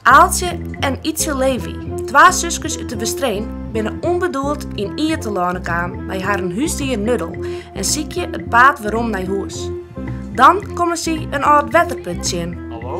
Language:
Western Frisian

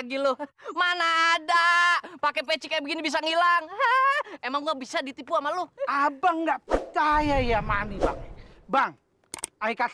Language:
Betawi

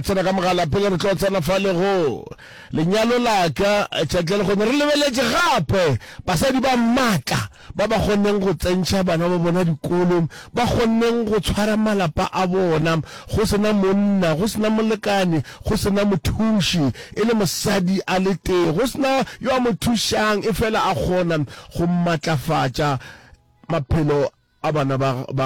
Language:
Northern Sotho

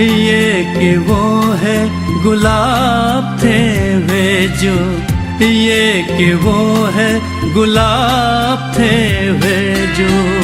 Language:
Newari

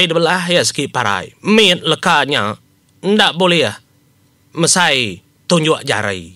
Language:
Iban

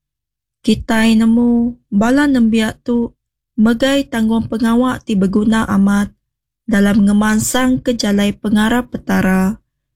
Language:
Iban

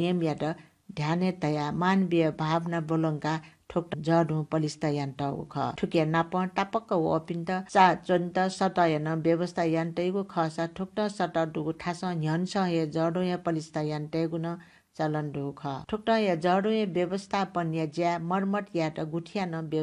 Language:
Newari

